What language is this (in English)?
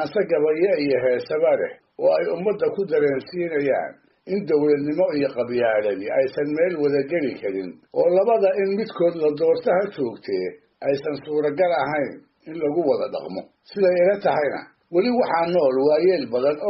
Somali